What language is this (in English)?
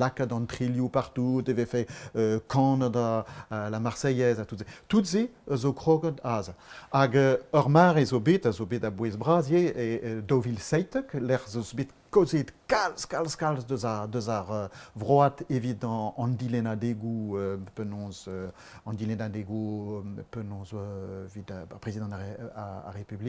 Breton